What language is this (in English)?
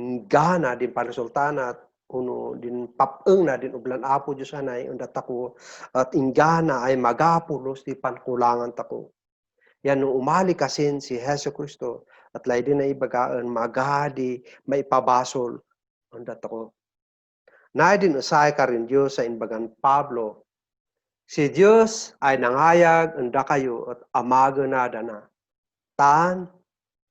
Kankanaey